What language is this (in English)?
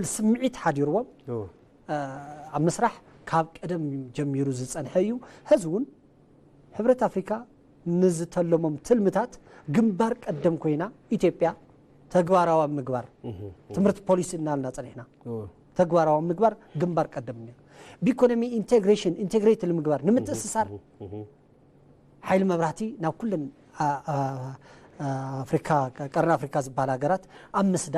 Tigrinya